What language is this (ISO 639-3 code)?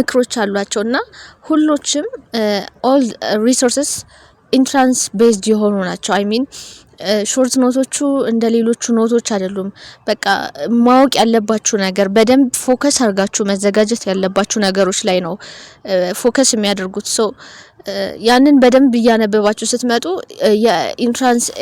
amh